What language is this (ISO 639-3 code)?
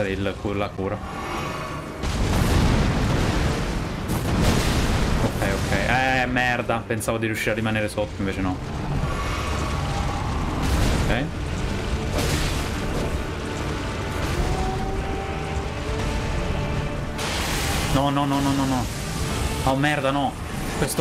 ita